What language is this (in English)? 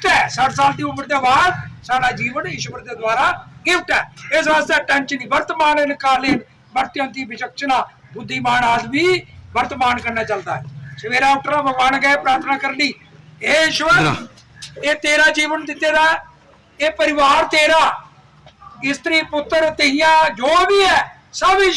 Dogri